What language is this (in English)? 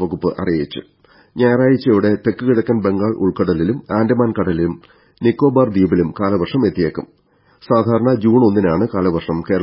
Malayalam